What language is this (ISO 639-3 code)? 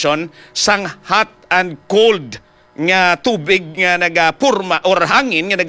hil